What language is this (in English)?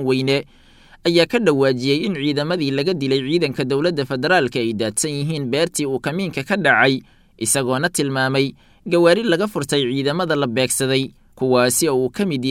Somali